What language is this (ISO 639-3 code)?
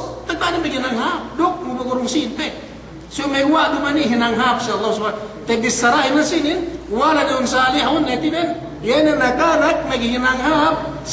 yka